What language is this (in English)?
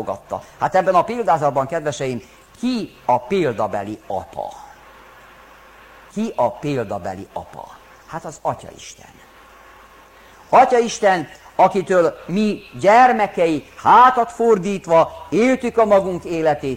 Hungarian